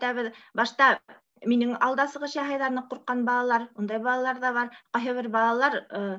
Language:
Bashkir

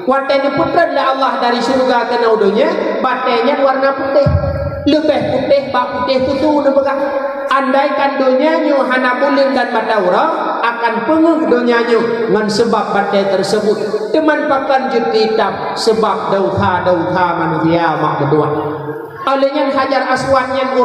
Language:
Achinese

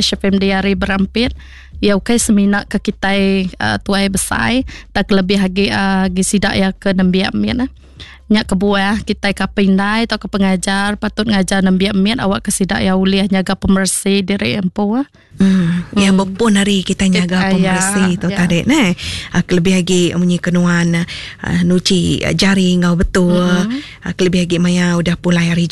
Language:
Iban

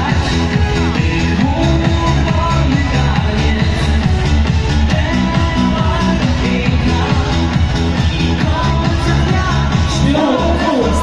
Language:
Polish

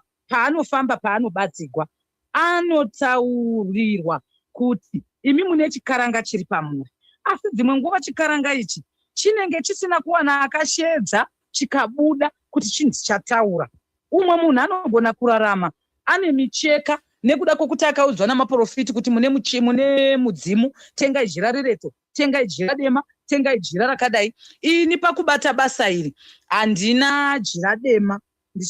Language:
Shona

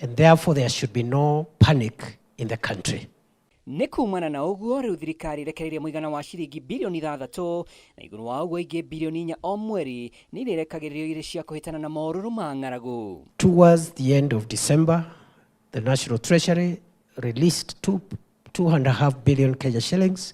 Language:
Kikuyu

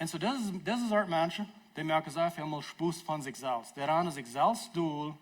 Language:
Plautdietsch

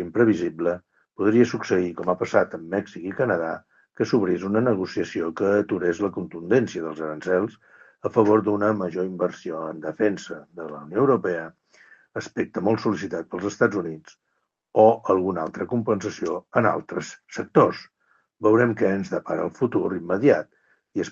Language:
Catalan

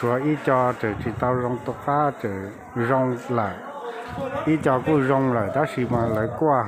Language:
Hmong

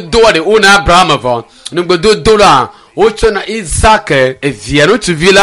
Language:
Ewe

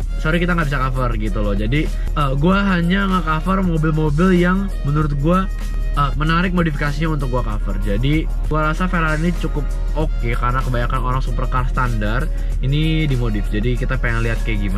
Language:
Indonesian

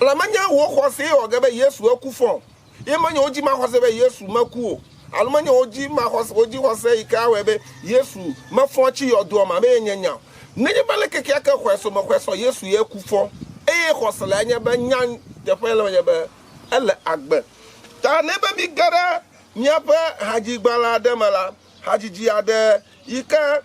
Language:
Ewe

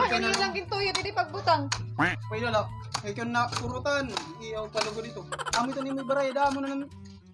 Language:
Waray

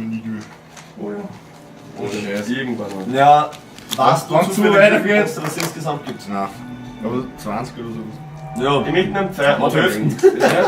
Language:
Bavarian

